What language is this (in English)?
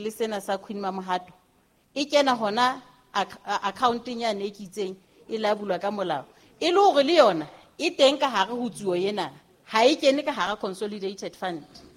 Southern Sotho